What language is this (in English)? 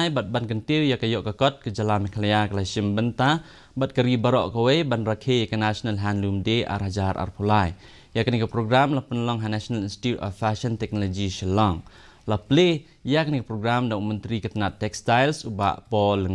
Khasi